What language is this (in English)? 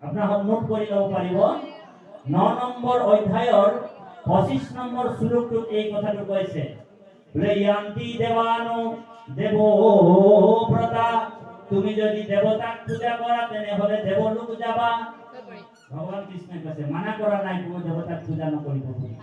Assamese